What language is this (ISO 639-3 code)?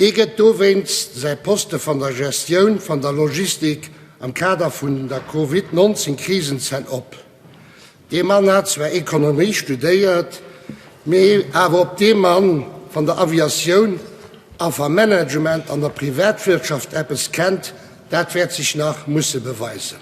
ltz